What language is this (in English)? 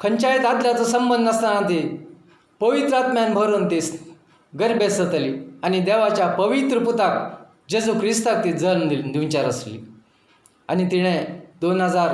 Konkani